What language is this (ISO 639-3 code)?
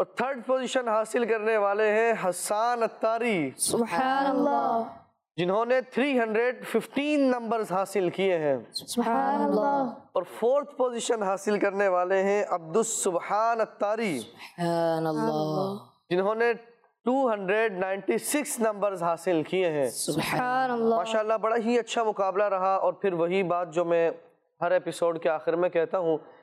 urd